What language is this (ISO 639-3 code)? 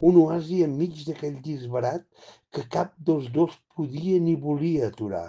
cat